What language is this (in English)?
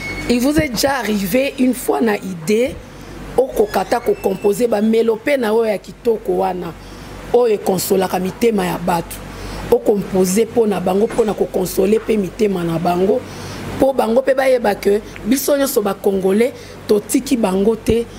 Lingala